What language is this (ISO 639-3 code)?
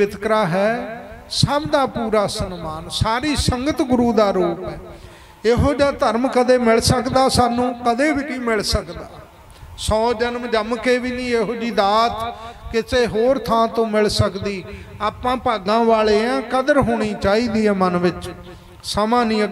pan